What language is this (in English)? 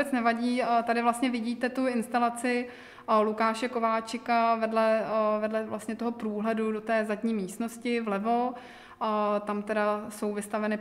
Czech